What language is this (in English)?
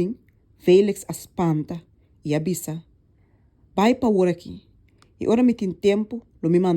Papiamento